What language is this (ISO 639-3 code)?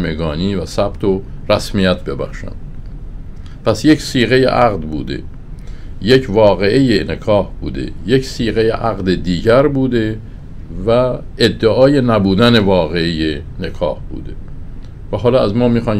fas